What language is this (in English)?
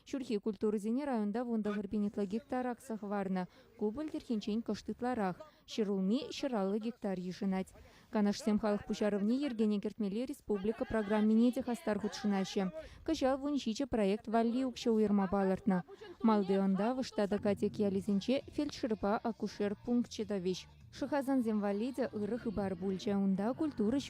Chuvash